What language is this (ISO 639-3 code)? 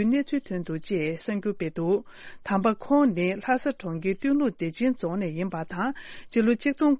bod